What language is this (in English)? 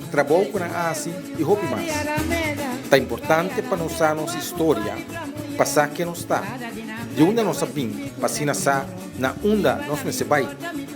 Papiamento